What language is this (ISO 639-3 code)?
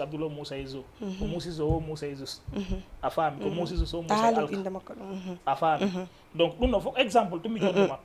ful